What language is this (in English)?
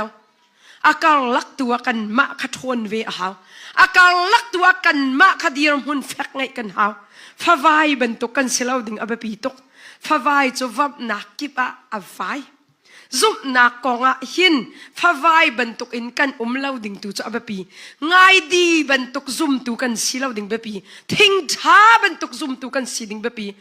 Hakha Chin